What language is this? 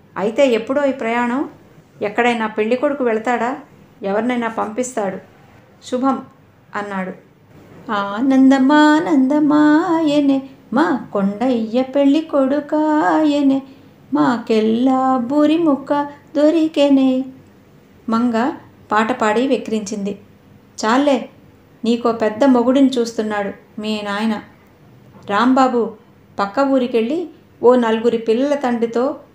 Telugu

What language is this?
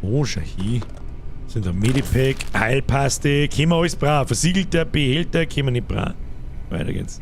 Bavarian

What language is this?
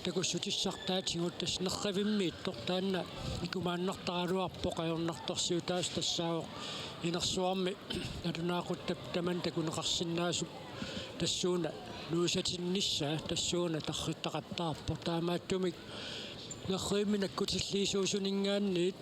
Kalaallisut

